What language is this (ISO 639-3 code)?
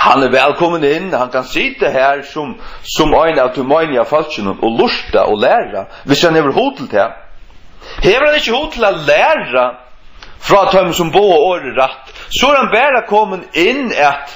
fao